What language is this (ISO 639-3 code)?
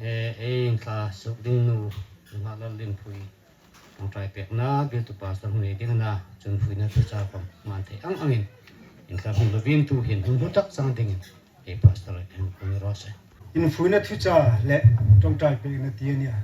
hmr